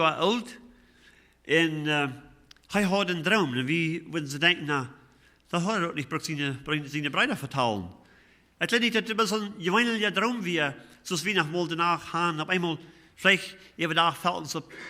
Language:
Plautdietsch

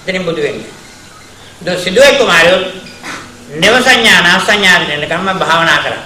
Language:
Sinhala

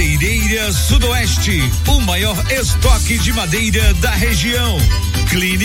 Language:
Portuguese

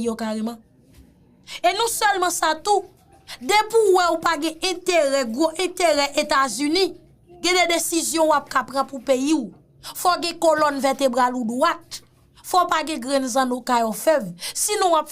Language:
Haitian Creole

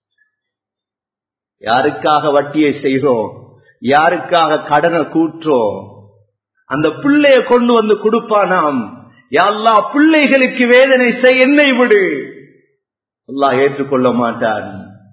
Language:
Tamil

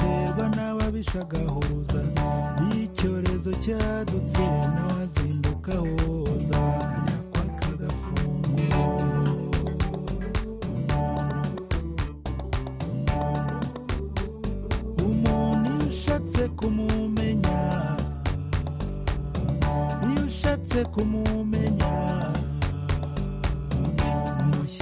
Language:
Kinyarwanda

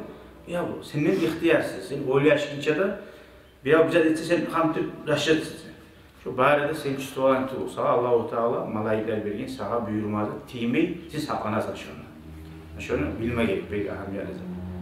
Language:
Kumyk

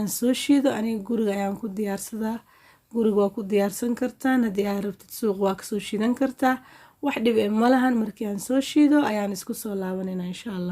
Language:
Somali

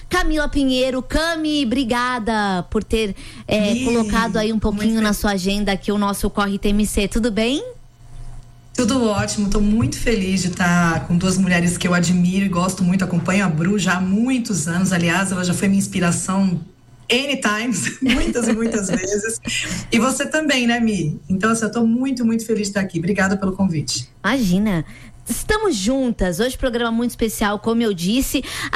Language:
Portuguese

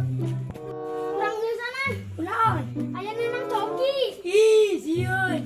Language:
Sundanese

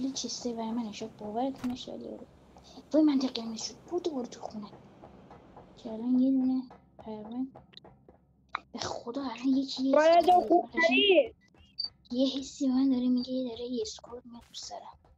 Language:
Persian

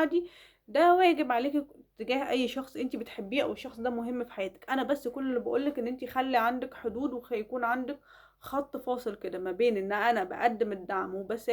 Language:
Egyptian Arabic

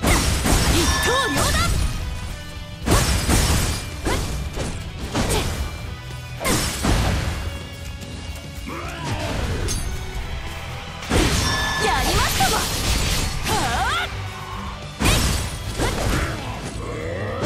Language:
Japanese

